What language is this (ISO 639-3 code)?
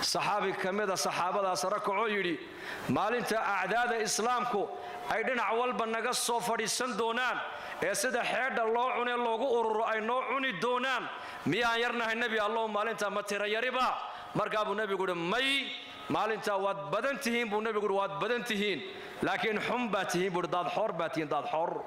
som